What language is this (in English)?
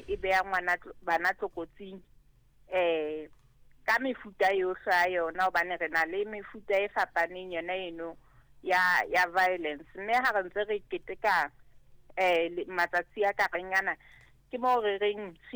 Southern Sotho